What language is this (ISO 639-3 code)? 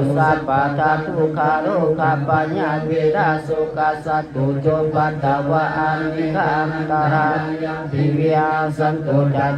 pli